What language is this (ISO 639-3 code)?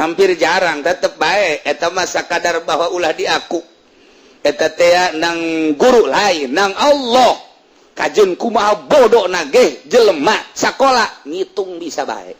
sun